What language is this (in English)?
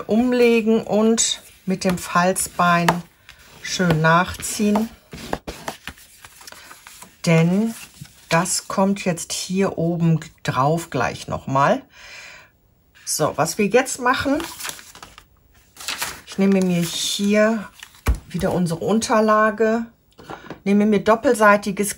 German